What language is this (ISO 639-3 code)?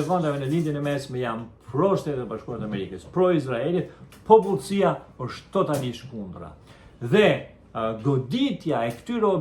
sqi